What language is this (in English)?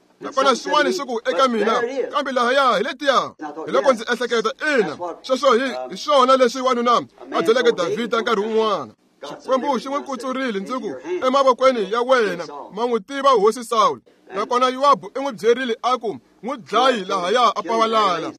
Tsonga